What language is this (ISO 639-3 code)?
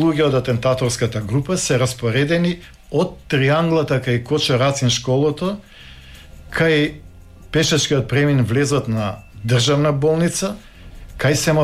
mkd